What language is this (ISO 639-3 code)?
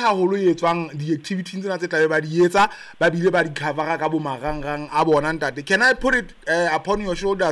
sot